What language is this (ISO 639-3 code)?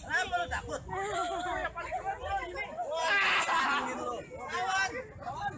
bew